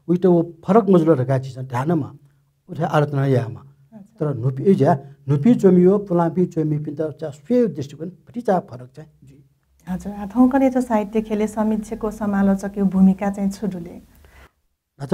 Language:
Newari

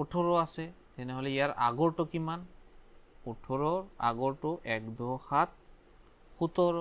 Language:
Assamese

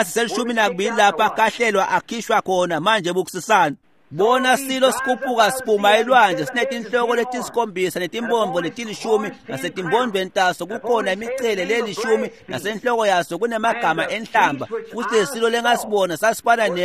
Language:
Swati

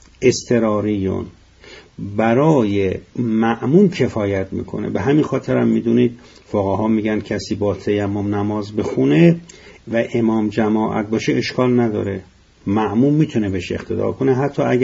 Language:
Persian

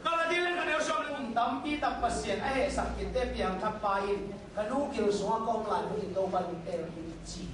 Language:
Tedim Chin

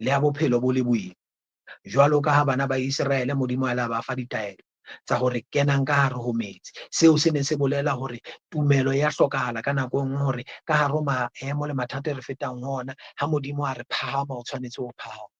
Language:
Southern Sotho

